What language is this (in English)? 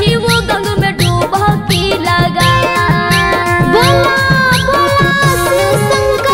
Magahi